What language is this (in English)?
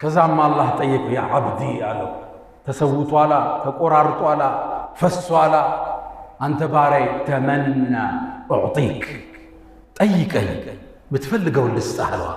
Amharic